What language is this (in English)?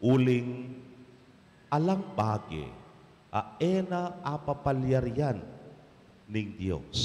Pampanga